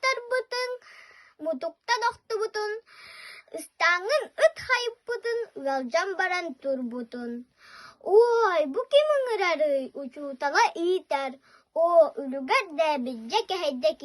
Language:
Yakut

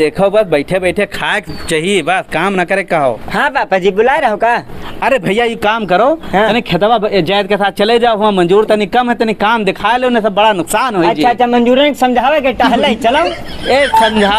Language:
Awadhi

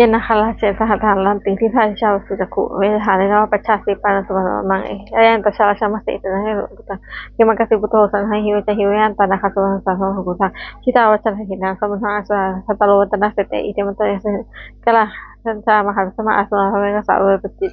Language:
Pali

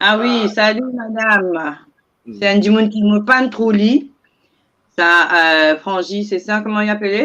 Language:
Morisyen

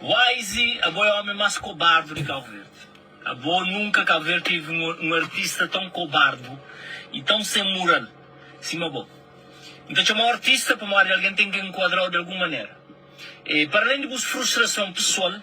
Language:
Kabuverdianu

